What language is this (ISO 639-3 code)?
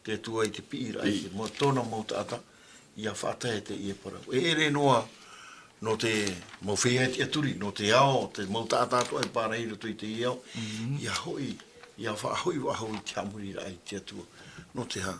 tah